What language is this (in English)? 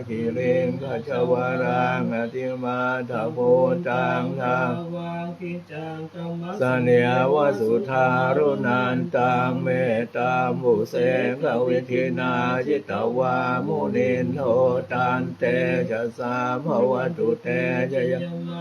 Pali